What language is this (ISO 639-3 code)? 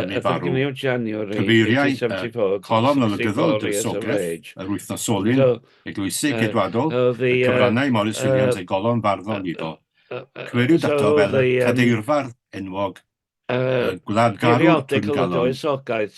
cym